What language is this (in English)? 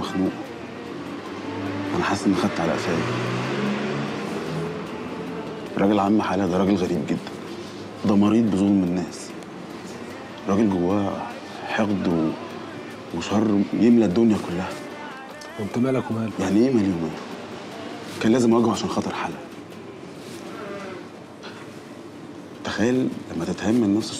Egyptian Arabic